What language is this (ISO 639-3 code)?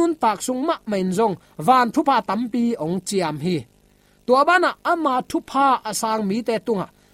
ctd